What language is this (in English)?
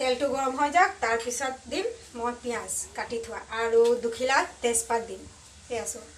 Assamese